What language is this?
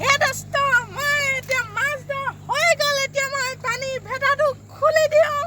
Assamese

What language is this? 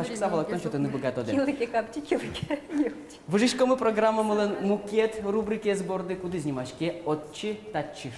Udmurt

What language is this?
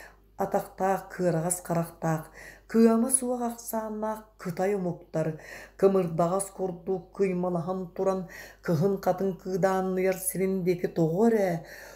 Yakut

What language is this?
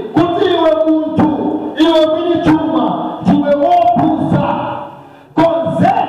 Nyanja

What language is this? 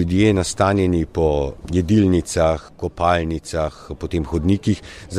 Slovenian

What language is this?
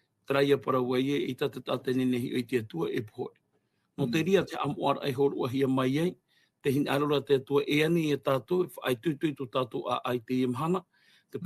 Tahitian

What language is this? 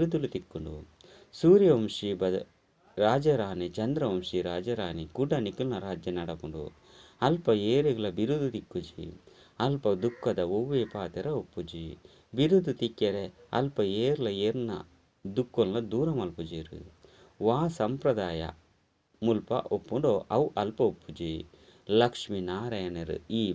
Tulu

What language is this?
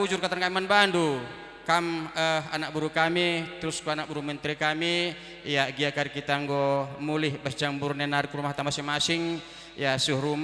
Batak Karo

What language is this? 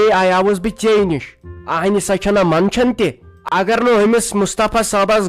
Kashmiri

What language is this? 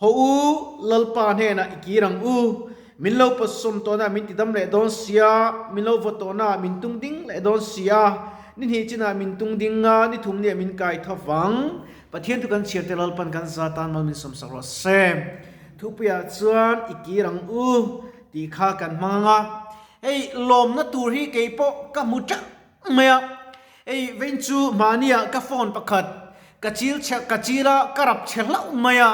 Mizo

